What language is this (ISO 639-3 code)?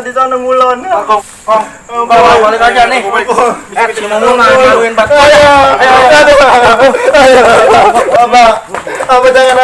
bew